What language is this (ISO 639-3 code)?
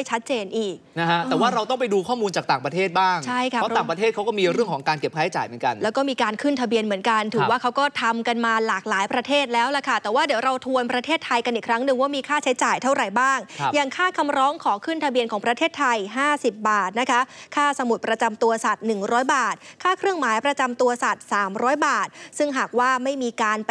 tha